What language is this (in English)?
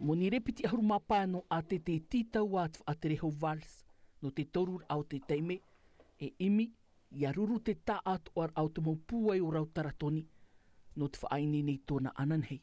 Tahitian